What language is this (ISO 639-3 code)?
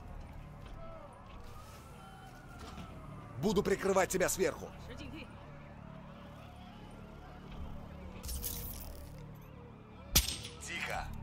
rus